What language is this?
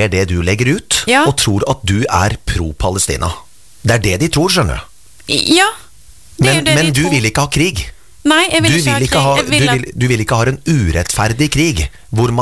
Norwegian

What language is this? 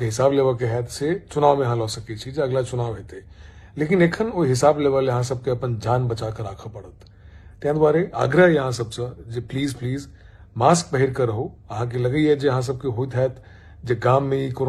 Maithili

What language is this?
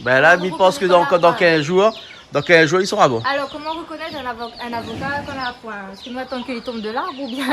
Réunion Creole French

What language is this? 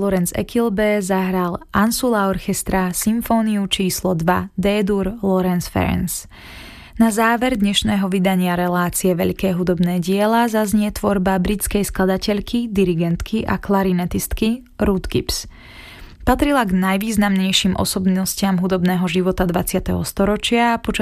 Slovak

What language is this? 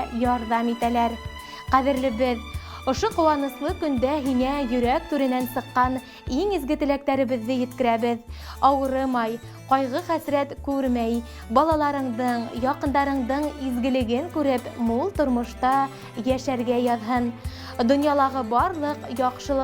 Bashkir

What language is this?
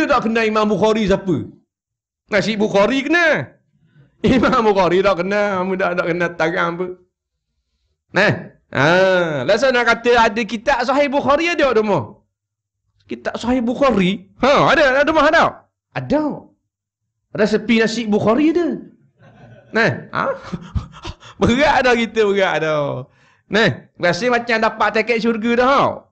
Malay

